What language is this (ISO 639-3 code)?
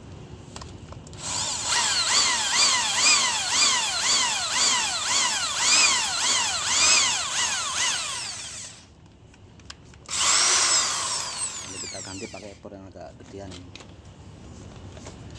ind